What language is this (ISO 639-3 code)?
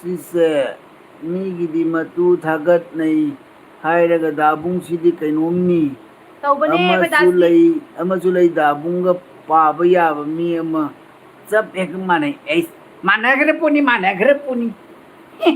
mni